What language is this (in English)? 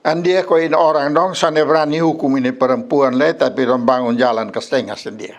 Kupang Malay